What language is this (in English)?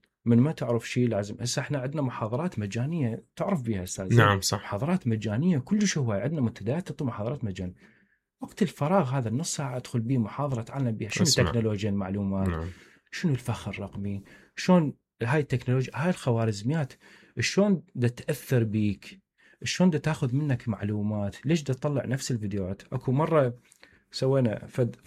Mesopotamian Arabic